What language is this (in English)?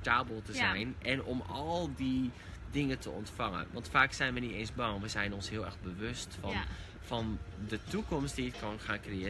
Dutch